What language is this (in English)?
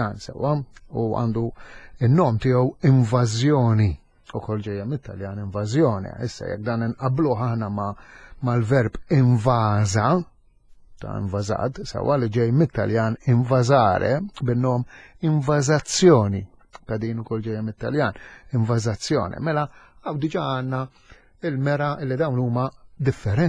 Maltese